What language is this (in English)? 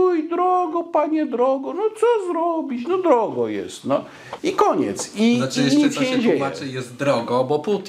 Polish